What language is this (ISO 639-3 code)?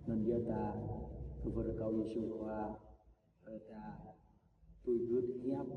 jra